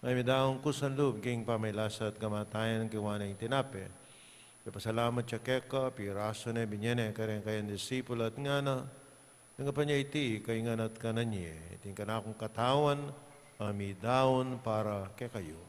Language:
Pampanga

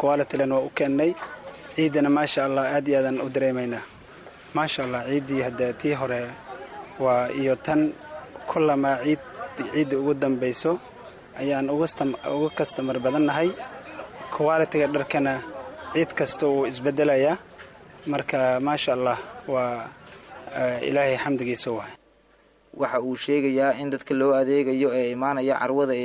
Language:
Somali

